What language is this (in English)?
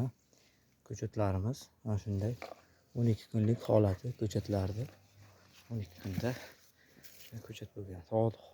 Uzbek